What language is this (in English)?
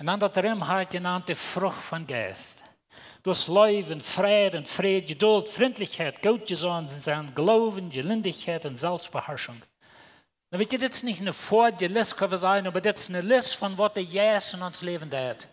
Plautdietsch